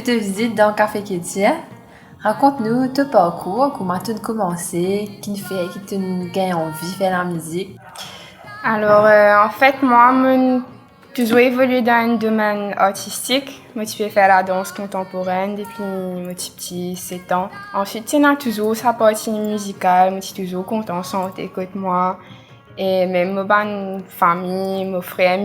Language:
Morisyen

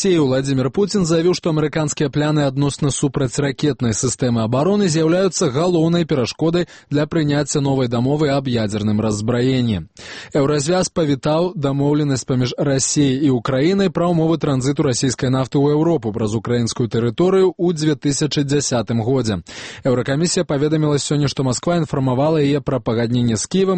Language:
Belarusian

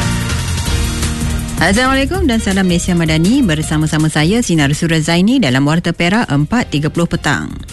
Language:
Malay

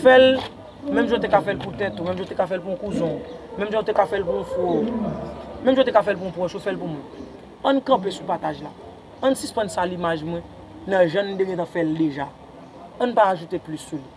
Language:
Haitian Creole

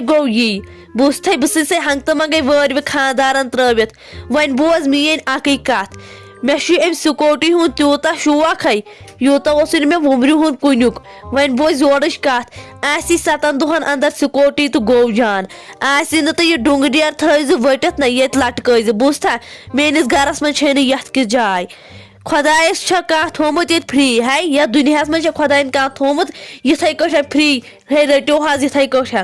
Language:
Kashmiri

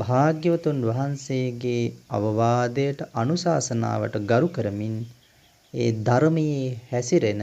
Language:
Sinhala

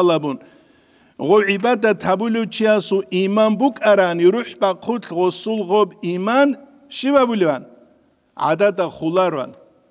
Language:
Avaric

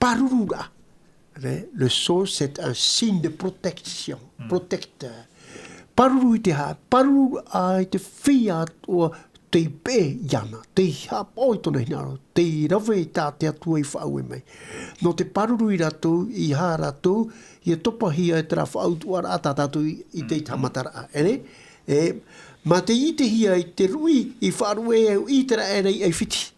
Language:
Tahitian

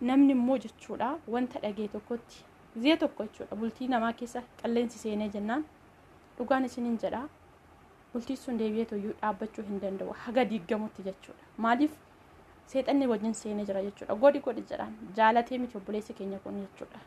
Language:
Oromo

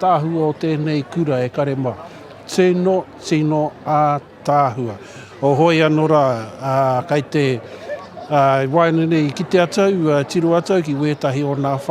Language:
Māori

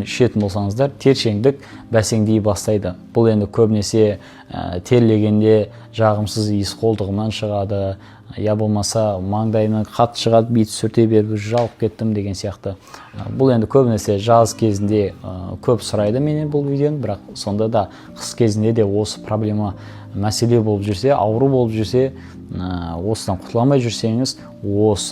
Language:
Kazakh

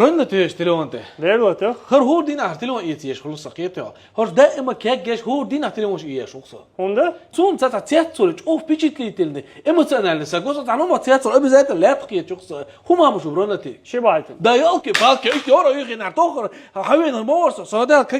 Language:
Chechen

